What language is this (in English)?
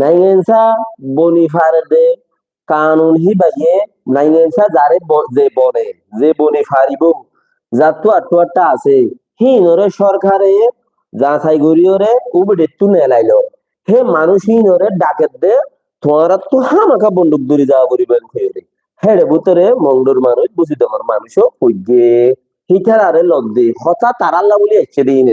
Rohingya